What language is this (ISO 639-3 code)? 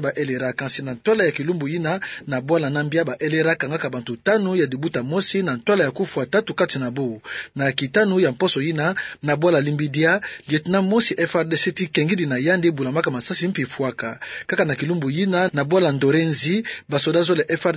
ktu